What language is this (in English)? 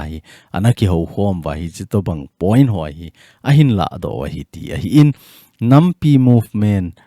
Thado Chin